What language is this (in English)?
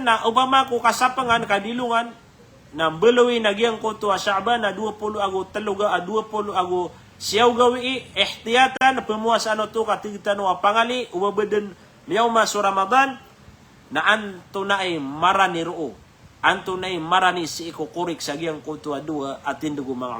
Maranao